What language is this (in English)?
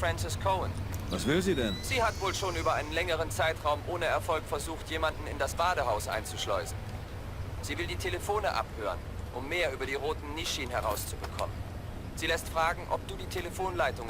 Bavarian